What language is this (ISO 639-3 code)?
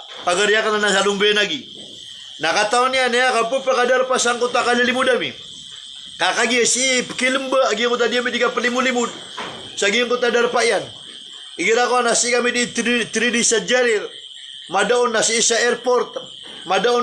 mrw